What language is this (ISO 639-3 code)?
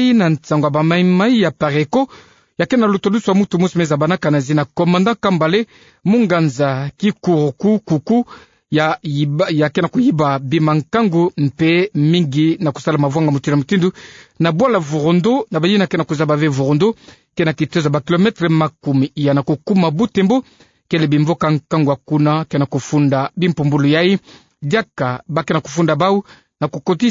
ktu